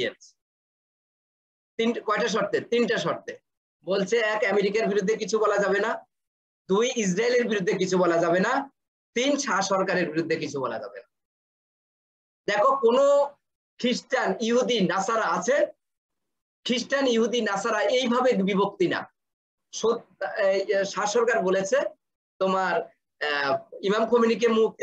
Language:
Bangla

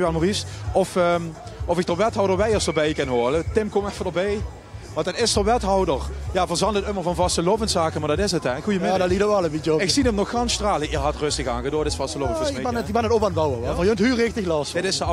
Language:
Limburgish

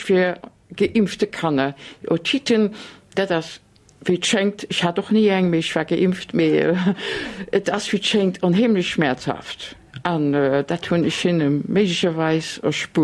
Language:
Luxembourgish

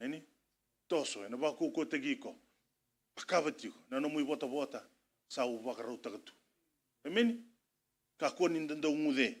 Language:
Fijian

